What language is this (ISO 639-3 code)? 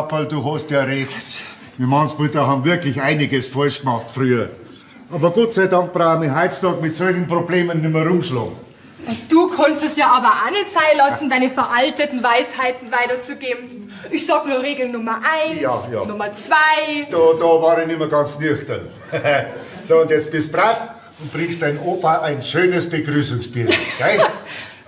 bar